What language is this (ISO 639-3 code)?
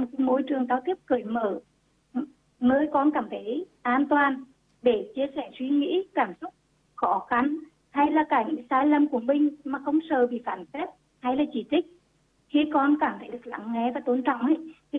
vie